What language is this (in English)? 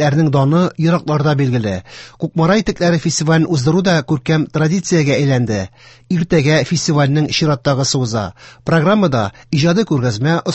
Tatar